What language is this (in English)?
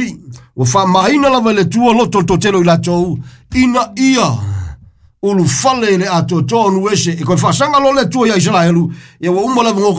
Samoan